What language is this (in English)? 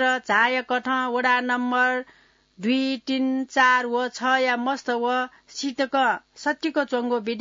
Newari